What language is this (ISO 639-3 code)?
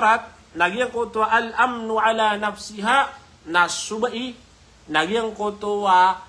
mrw